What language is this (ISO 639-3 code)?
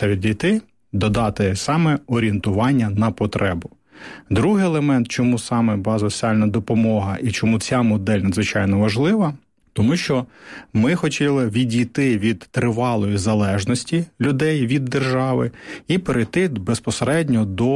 ukr